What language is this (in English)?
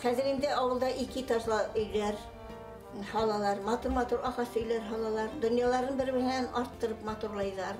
Bashkir